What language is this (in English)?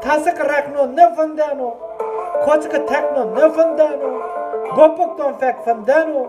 Zaza